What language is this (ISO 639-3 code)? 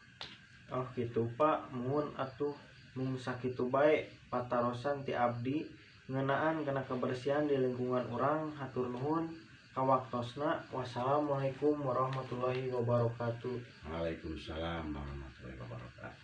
sun